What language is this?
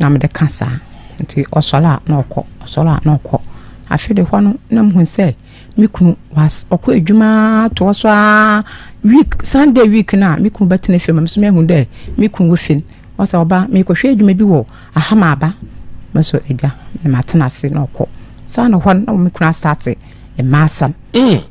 Akan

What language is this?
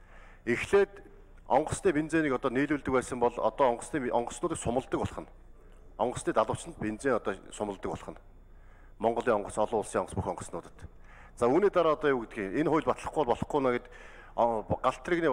Mongolian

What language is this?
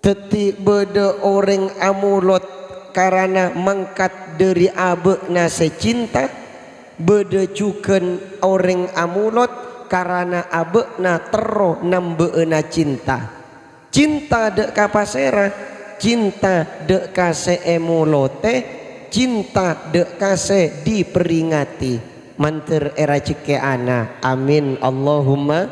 Madurese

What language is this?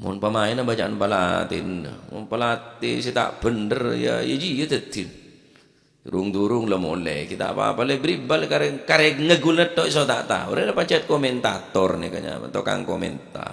Madurese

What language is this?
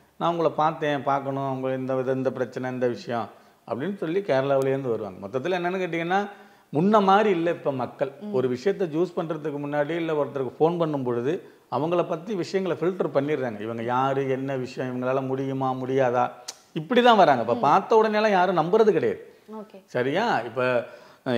Tamil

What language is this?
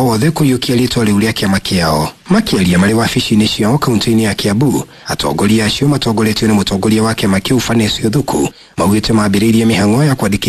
Kikuyu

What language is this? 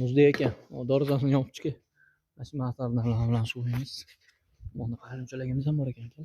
Uzbek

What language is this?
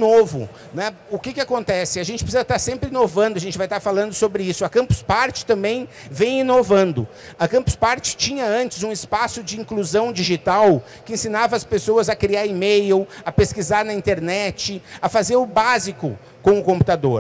Portuguese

